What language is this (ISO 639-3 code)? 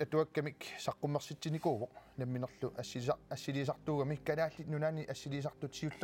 kal